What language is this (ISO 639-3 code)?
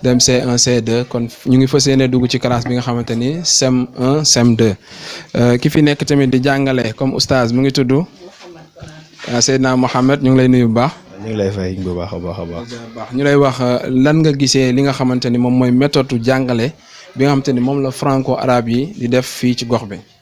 wol